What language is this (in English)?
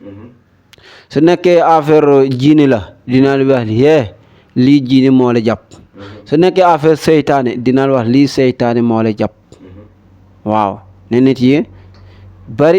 Wolof